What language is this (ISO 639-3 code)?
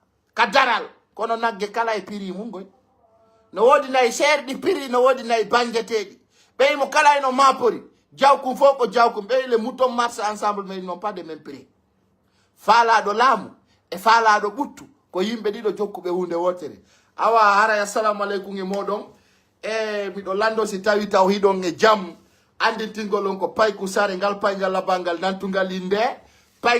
fuf